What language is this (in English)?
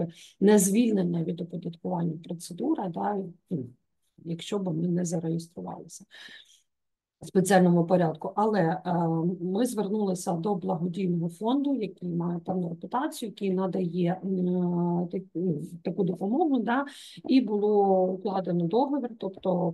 Ukrainian